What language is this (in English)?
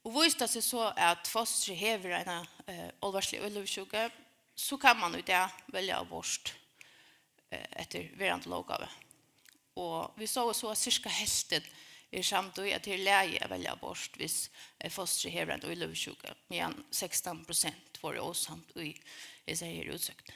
Faroese